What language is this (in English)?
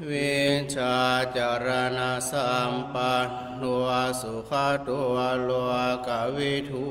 Pali